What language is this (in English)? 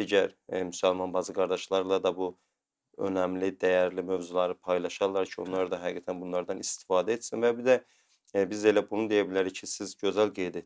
Azerbaijani